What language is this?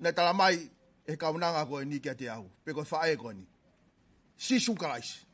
Tongan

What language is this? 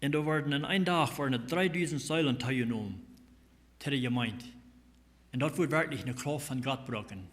Plautdietsch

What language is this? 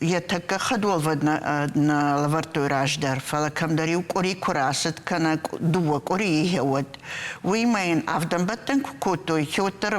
Ossetic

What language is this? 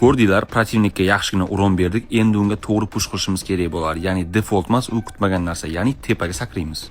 Uzbek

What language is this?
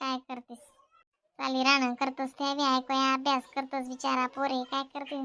Khandesi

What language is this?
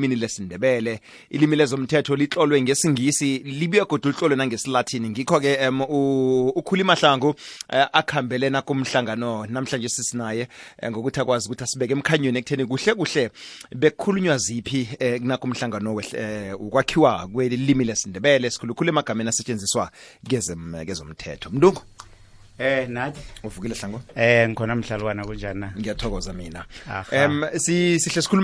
South Ndebele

